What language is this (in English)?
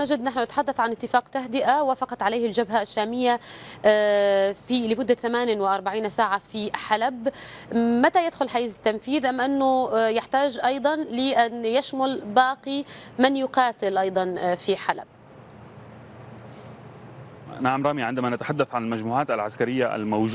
Arabic